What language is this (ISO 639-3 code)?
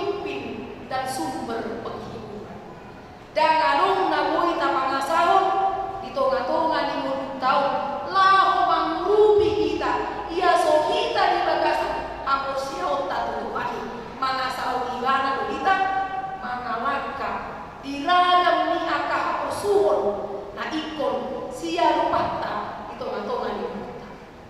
bbc